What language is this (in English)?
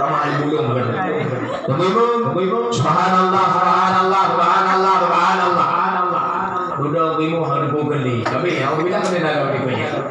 Achinese